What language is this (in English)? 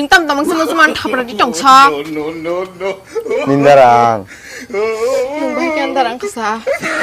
Kok Borok